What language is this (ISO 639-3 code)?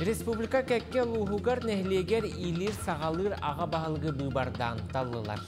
sah